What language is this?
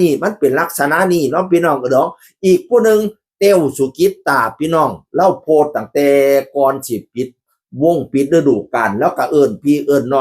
Northeastern Thai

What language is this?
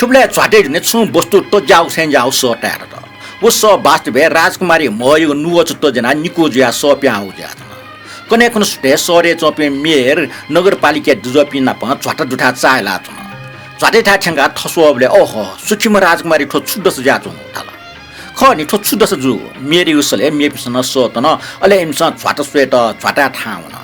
Newari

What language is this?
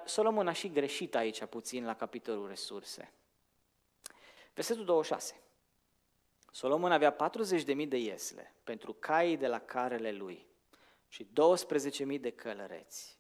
Romanian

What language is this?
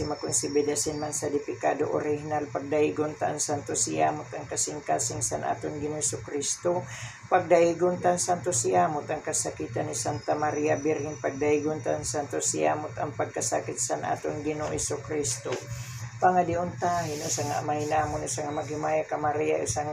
Waray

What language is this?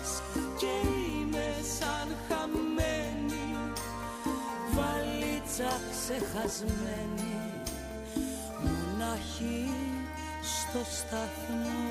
Greek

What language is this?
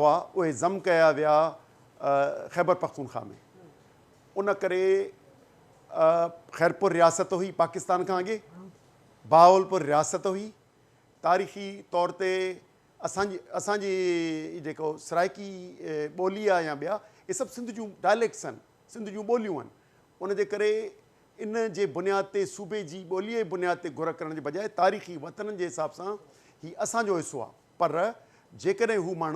Sindhi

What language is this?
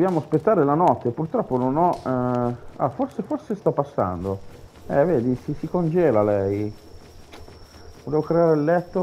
Italian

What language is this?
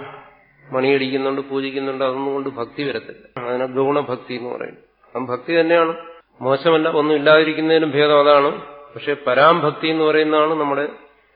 Malayalam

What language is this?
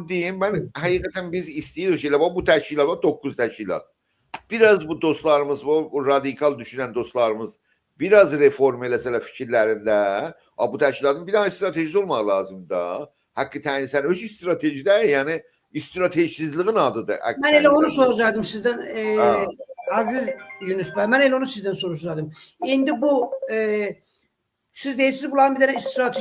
South Azerbaijani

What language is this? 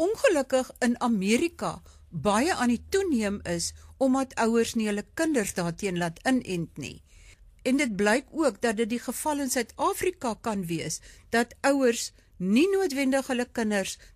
Afrikaans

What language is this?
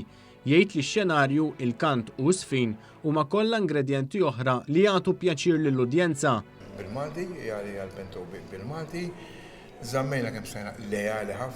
Maltese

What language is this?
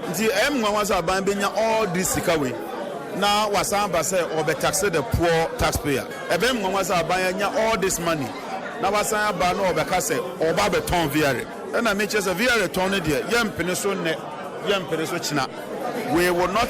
Akan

